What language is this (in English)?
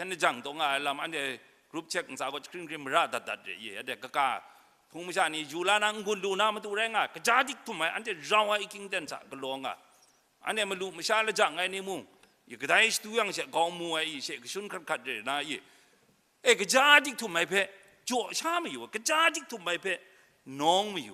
Kachin